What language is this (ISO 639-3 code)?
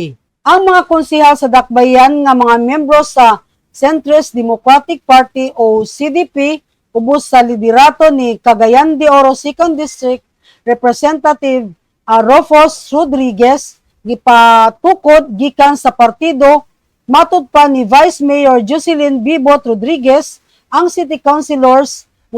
ceb